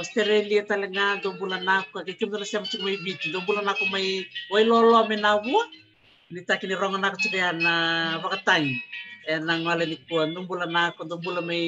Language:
Fijian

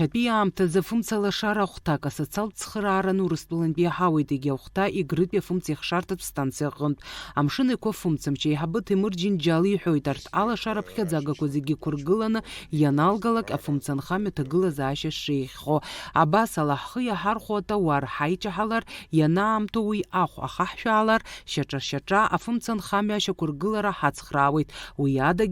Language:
Abkhazian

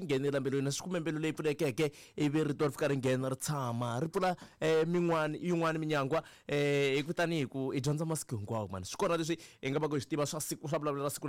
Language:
Tsonga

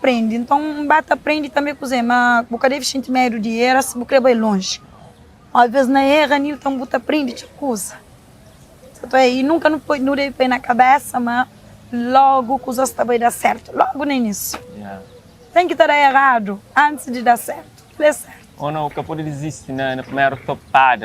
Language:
Kabuverdianu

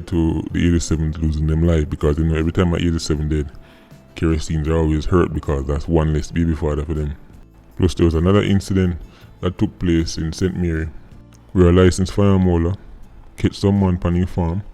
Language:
Jamaican Creole English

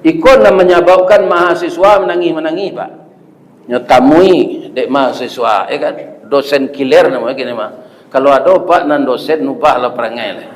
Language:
Minangkabau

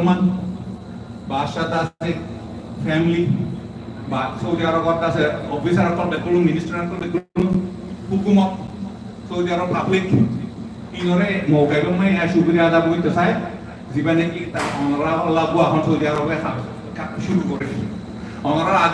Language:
Rohingya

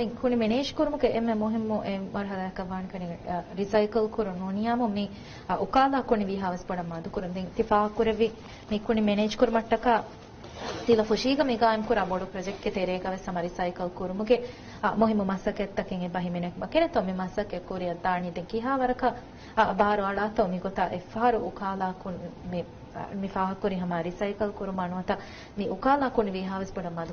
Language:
Divehi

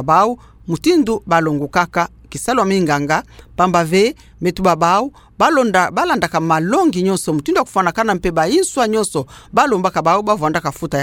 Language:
Kituba (Democratic Republic of Congo)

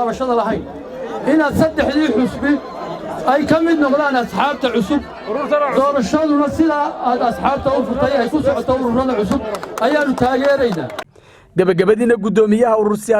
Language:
Somali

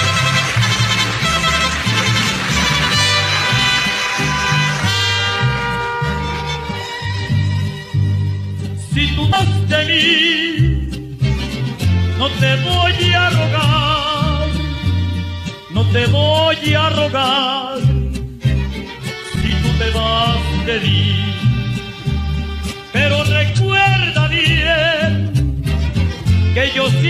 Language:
Spanish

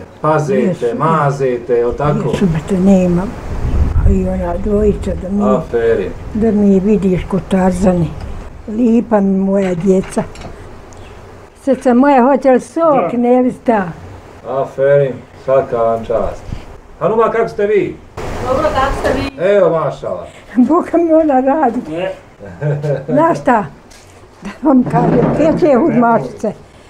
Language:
Bosnian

